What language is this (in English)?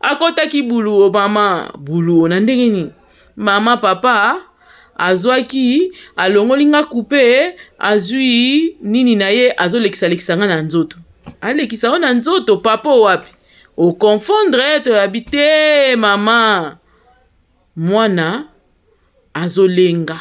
Lingala